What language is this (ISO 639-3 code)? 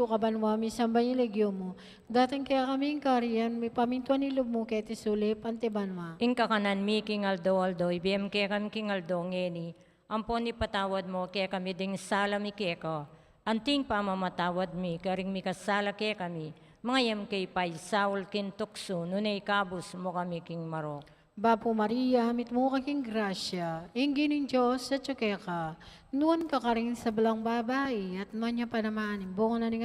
pam